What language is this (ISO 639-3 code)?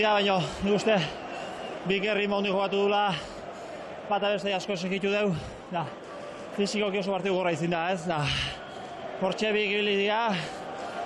eus